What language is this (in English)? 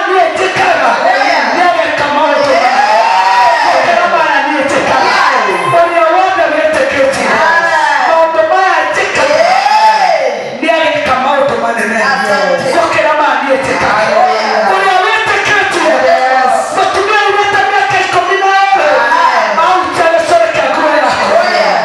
Kikuyu